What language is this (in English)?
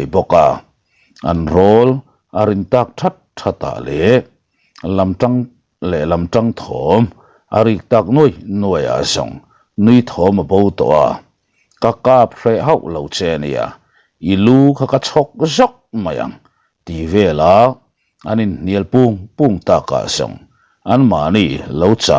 Mizo